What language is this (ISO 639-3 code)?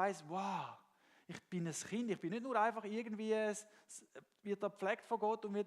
gsw